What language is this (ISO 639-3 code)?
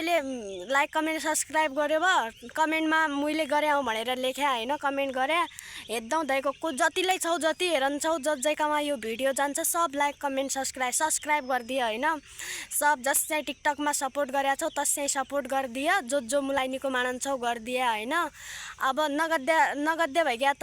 nep